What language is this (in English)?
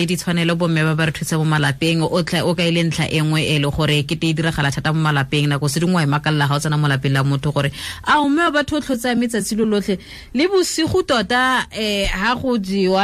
Tswana